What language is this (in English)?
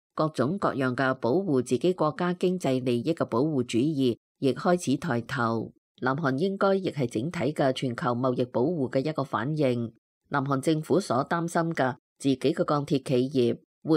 Cantonese